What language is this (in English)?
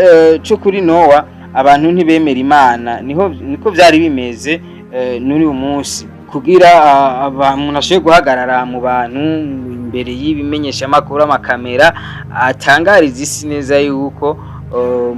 Rundi